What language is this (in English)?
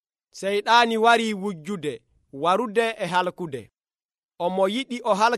Nigerian Fulfulde